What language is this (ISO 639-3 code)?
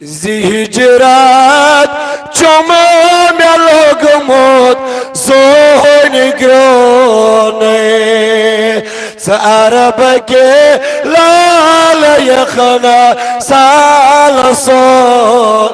kas